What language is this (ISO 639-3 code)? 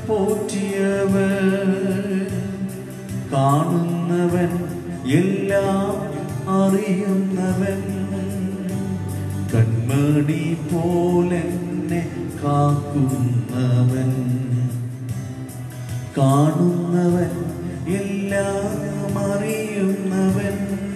mal